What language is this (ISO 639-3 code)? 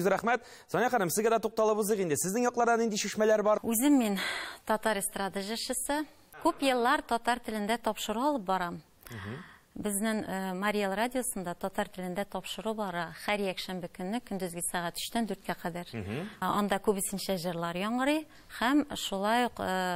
tat